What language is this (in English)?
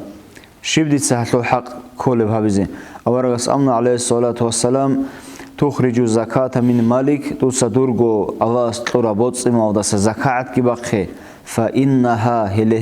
Avaric